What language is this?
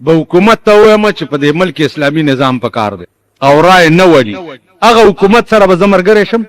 Pashto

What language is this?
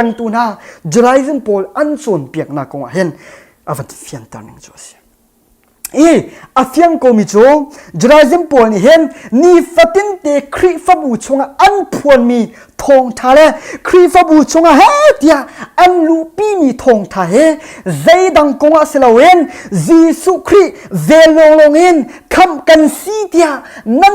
Hakha Chin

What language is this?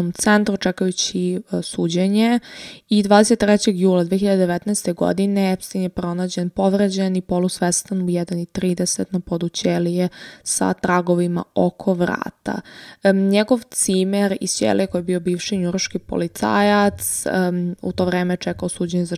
Serbian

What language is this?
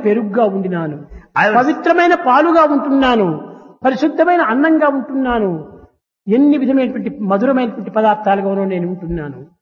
Telugu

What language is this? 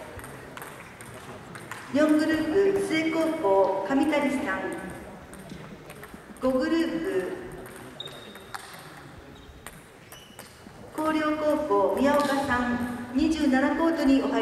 Japanese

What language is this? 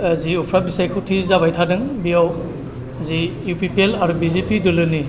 Bodo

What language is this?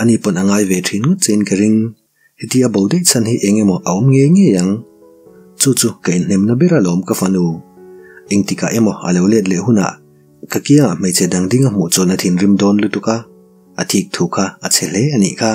Mizo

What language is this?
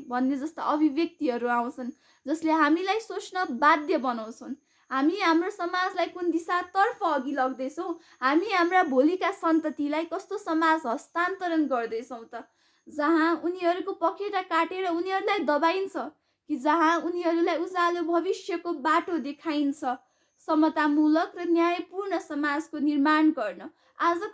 Nepali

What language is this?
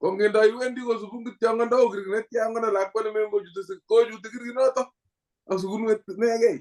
Kalenjin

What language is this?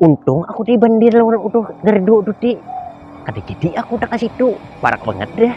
Banjar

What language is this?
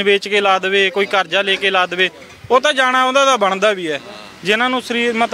Punjabi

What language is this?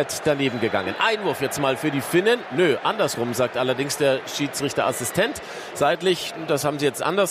German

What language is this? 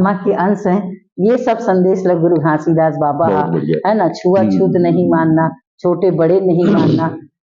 Chhattisgarhi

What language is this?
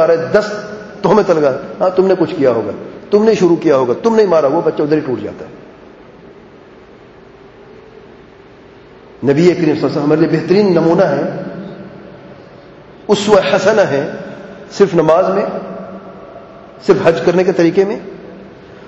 Urdu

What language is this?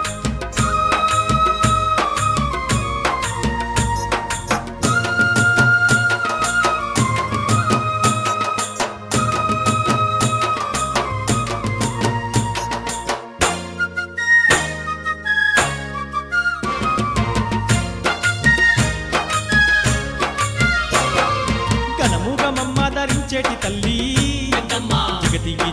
Telugu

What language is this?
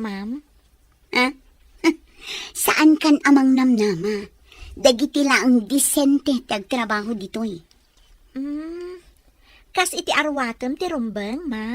Iloko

